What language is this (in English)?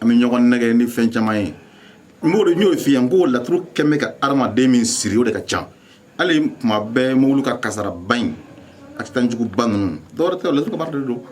Bambara